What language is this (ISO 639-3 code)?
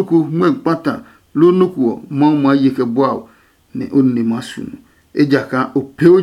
ada